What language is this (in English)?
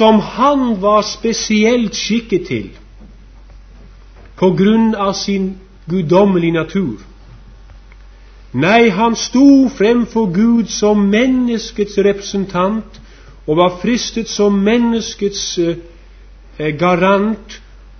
Norwegian